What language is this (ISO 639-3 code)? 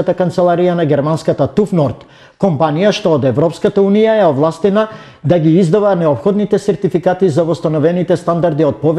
mkd